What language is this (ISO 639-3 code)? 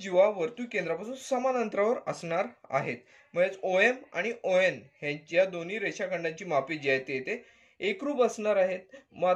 mar